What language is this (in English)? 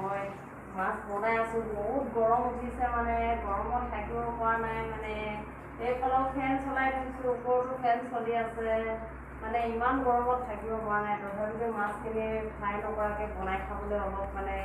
Assamese